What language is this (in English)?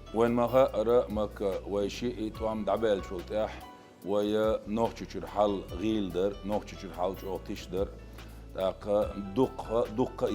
Chechen